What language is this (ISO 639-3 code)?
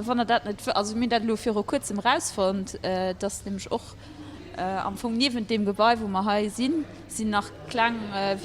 ltz